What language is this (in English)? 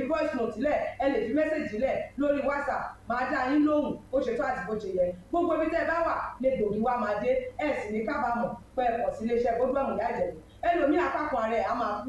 Yoruba